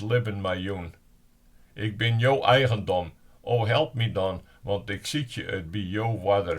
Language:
Western Frisian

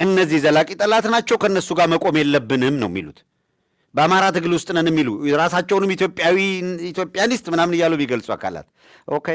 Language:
Amharic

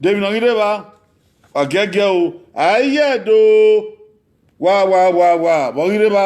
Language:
Bini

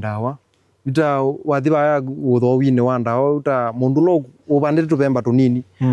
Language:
Kamba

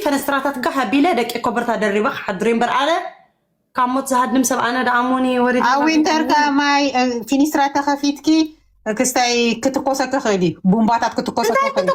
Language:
Tigrinya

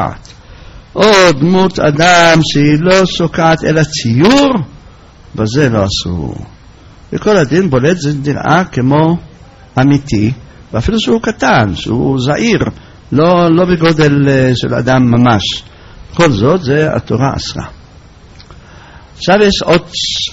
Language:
Hebrew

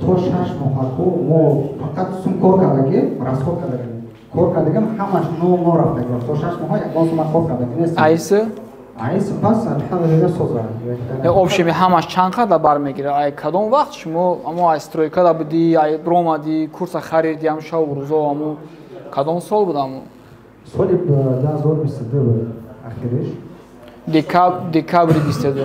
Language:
Tajik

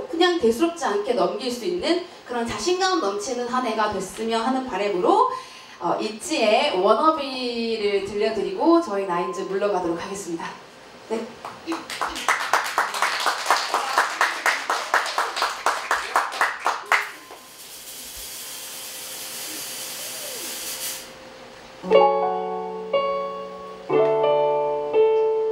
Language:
Korean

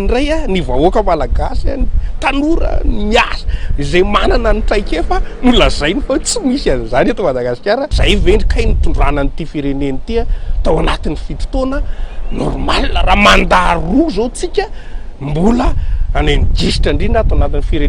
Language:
Malagasy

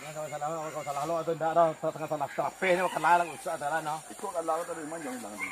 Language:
Minangkabau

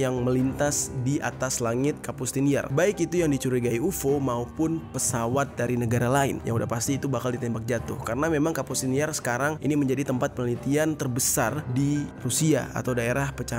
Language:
Indonesian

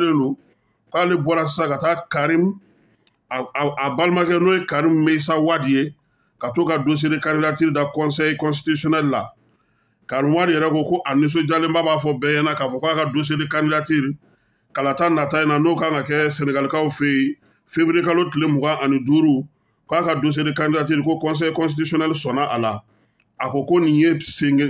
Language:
Bambara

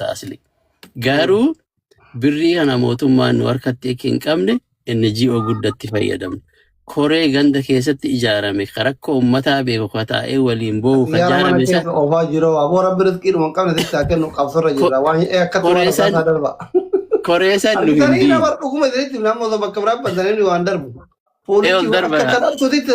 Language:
Oromo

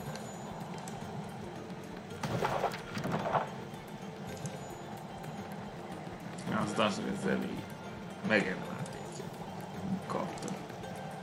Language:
Hungarian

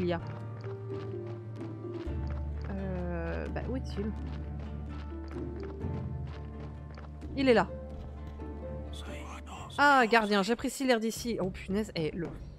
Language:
French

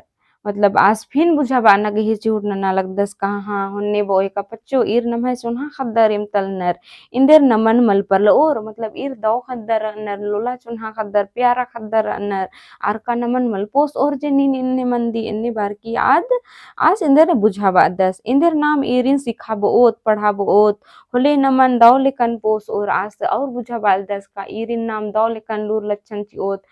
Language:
Kurukh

